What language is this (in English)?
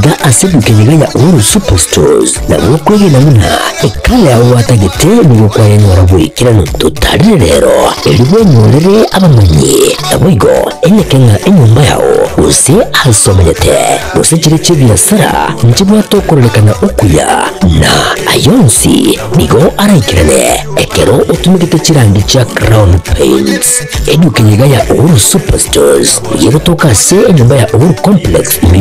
Gusii